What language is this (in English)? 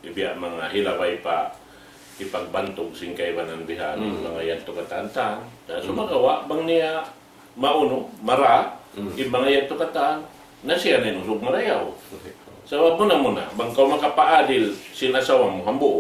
Tausug